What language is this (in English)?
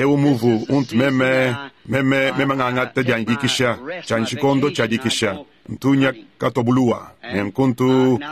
Luba-Lulua